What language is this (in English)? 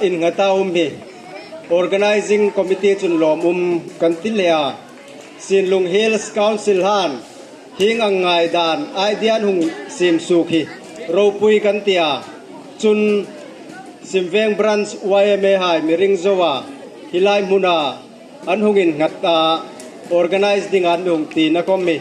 Hmar